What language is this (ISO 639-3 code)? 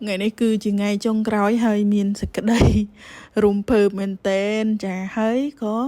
khm